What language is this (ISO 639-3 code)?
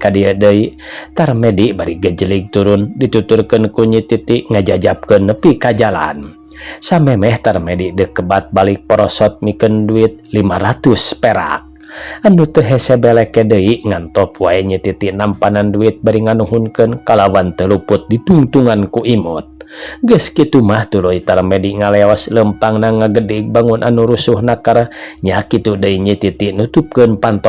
sun